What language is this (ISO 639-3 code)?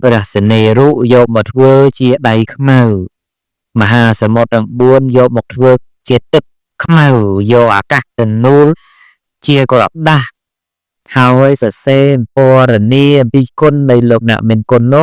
khm